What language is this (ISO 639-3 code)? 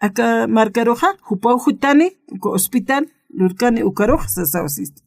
aym